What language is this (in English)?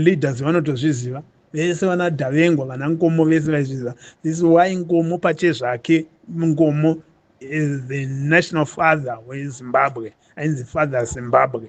Shona